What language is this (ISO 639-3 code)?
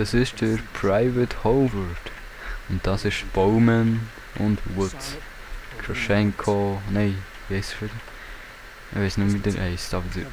gsw